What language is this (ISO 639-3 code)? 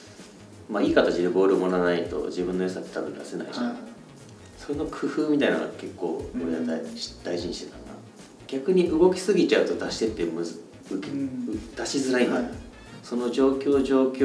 jpn